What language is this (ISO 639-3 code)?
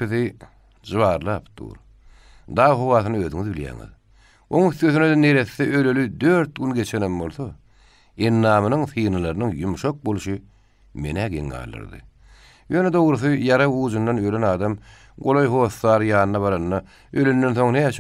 tuk